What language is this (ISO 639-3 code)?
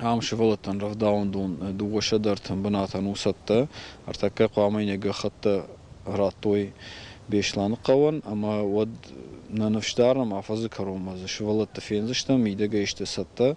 oss